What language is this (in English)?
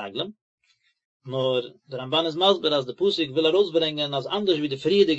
Yiddish